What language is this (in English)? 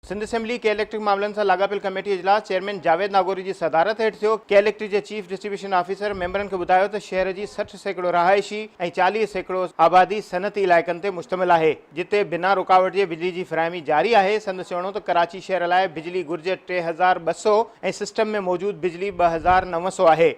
Sindhi